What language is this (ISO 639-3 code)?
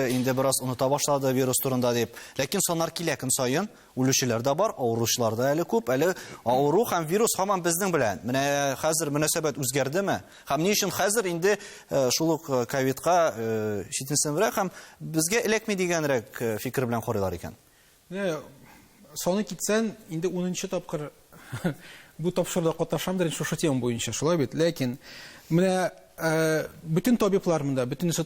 tat